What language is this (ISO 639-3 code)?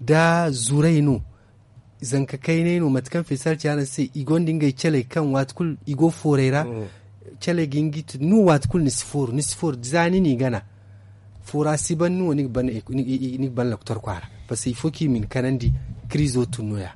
dje